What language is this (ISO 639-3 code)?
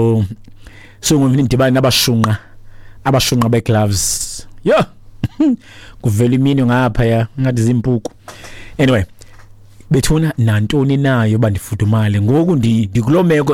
xho